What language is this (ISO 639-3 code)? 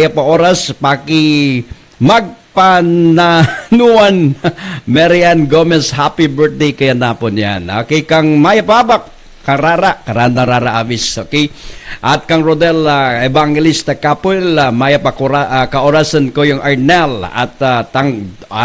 pam